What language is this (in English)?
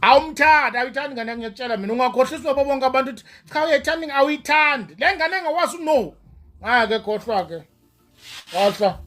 Zulu